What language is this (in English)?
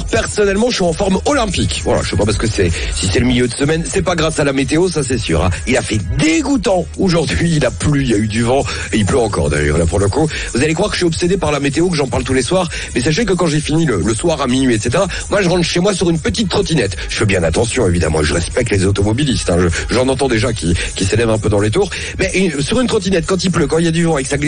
French